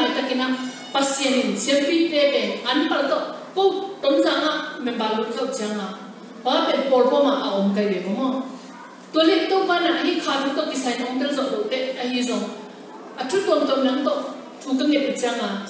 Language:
Tedim Chin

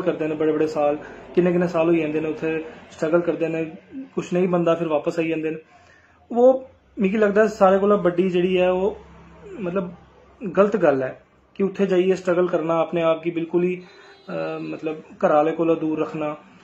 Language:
Dogri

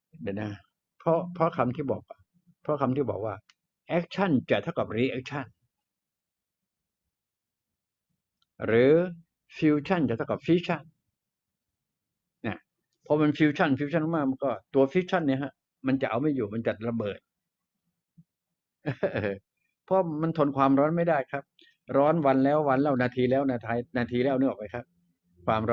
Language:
Thai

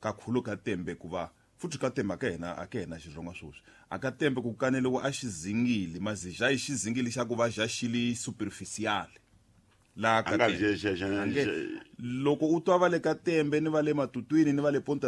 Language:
Tsonga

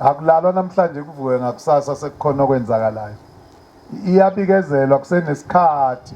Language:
Zulu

